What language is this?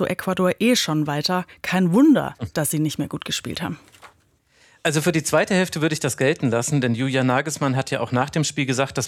German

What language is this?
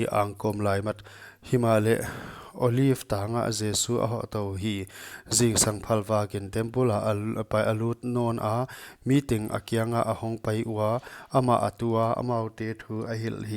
Paite Chin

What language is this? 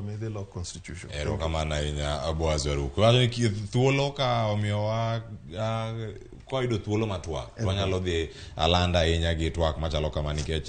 Luo (Kenya and Tanzania)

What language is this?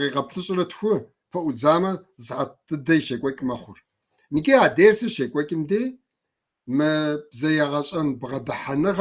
Kabardian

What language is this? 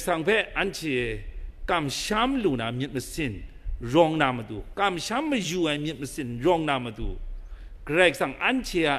Kachin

